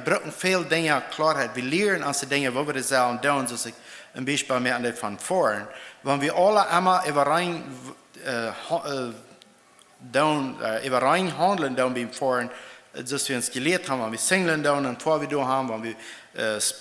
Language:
Plautdietsch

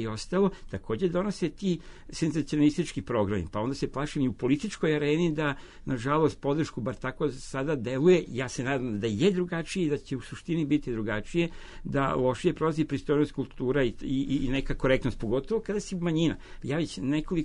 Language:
Serbian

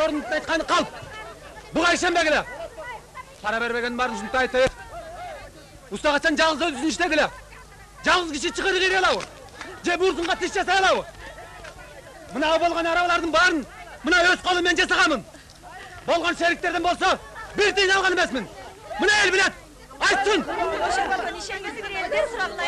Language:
Kyrgyz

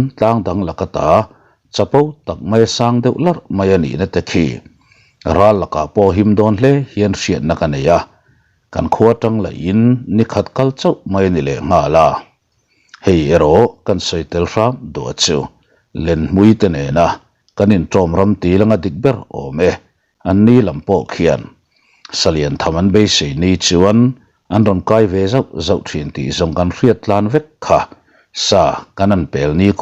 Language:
Mizo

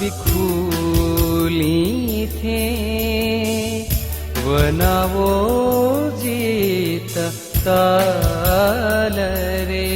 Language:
Newari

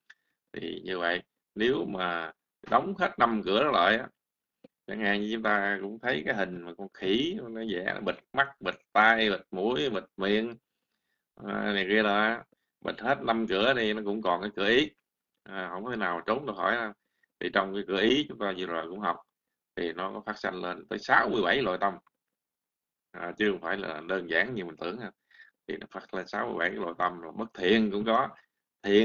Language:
Vietnamese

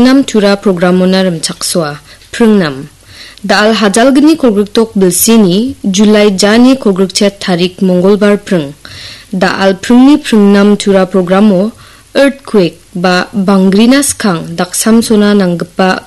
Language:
Garo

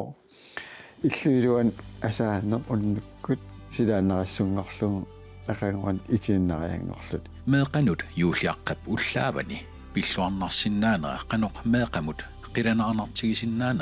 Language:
Kalaallisut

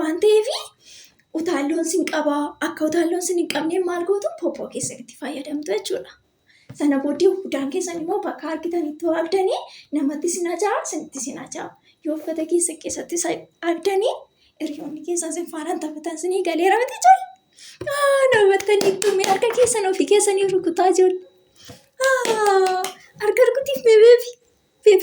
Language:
Oromo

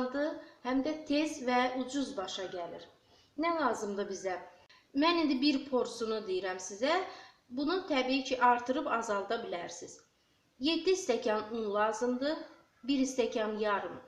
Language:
Azerbaijani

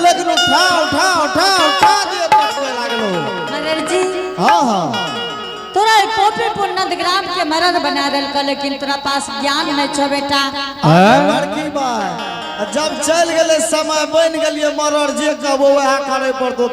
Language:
Angika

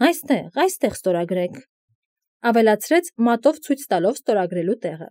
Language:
Armenian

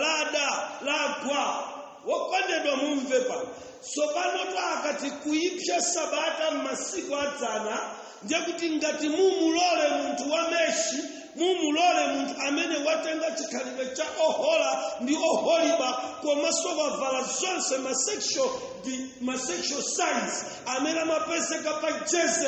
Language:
Nyanja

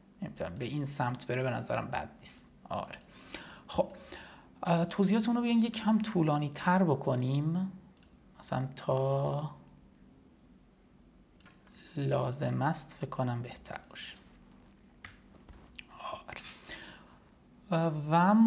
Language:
Persian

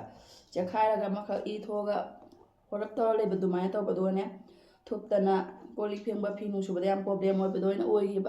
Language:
Manipuri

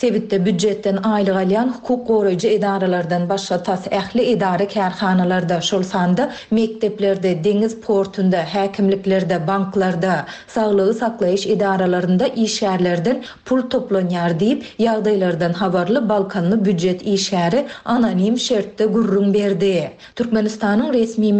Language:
Turkmen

